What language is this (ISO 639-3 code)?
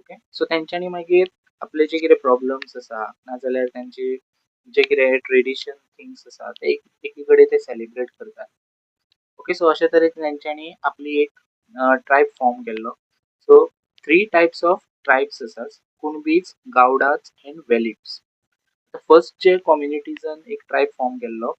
kok